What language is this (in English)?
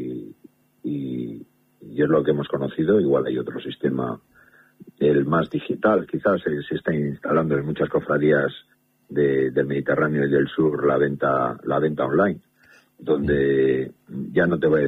Spanish